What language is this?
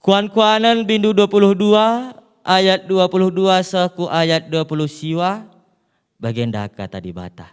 Batak Karo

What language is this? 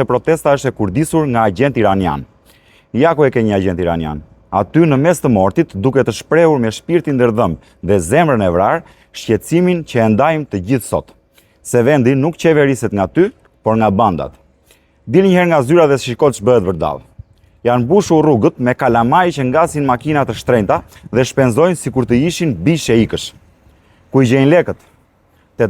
Albanian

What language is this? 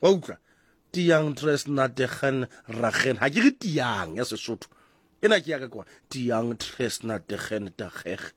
Southern Sotho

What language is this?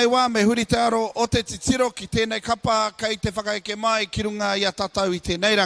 Māori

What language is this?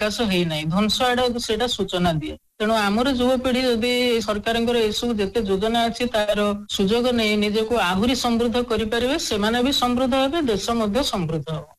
Odia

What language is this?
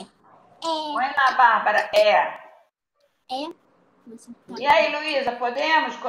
Portuguese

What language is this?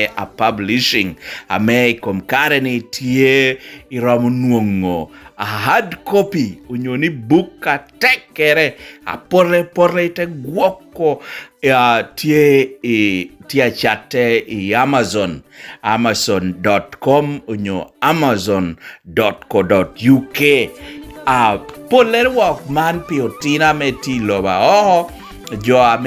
Lango (Uganda)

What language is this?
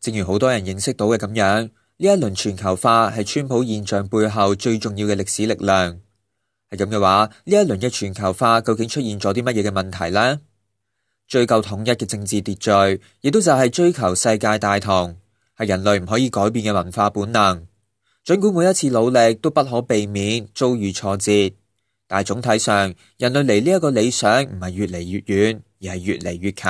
Cantonese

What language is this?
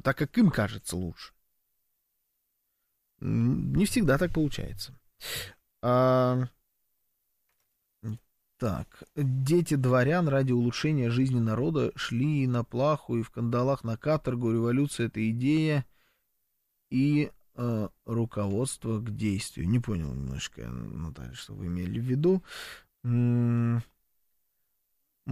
Russian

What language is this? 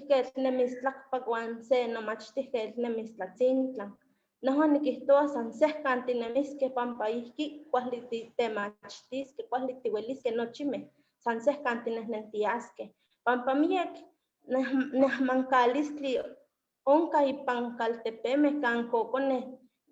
Eastern Huasteca Nahuatl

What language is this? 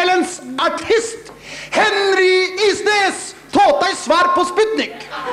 Norwegian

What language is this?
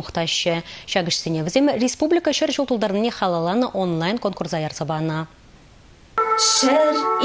Chuvash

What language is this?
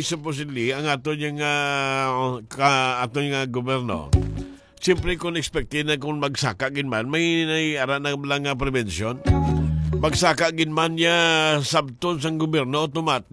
Hiligaynon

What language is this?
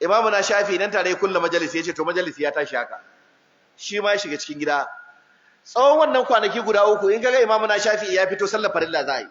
Hausa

